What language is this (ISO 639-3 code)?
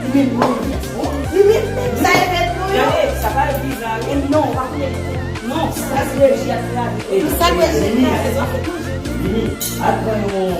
hat